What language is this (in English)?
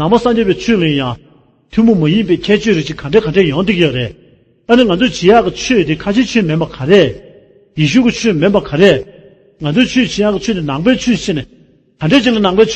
Tibetan